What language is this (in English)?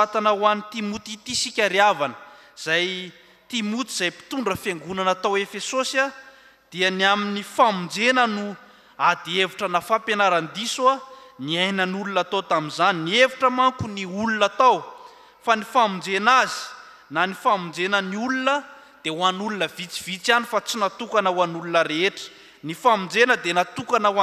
Malagasy